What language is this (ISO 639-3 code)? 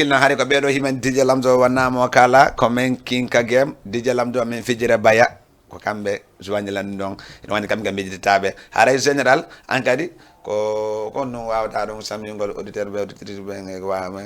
ful